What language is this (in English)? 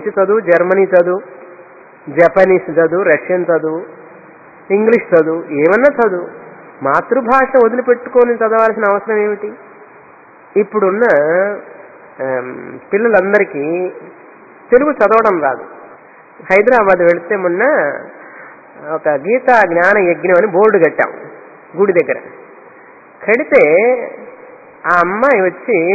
Telugu